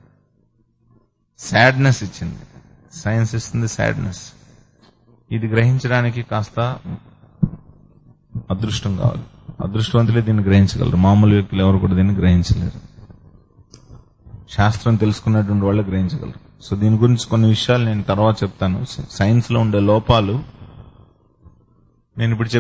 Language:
Telugu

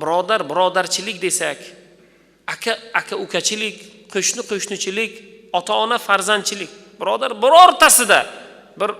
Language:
Uzbek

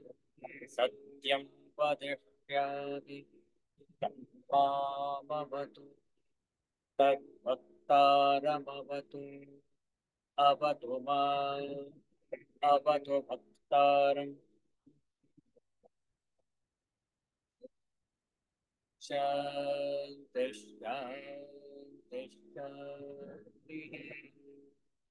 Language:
Kannada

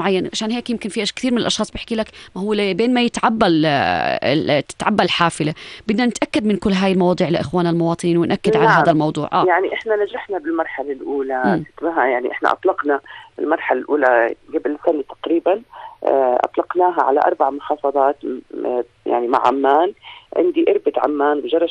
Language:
North Levantine Arabic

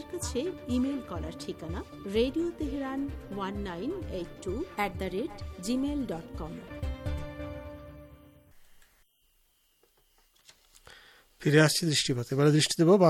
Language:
Bangla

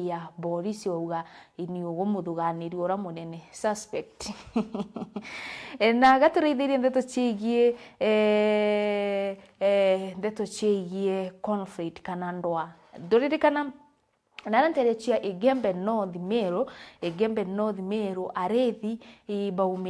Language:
Meru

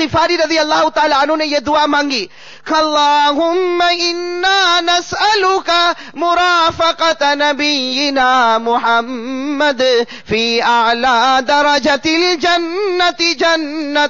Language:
Urdu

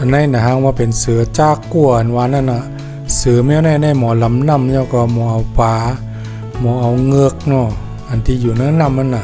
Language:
Shan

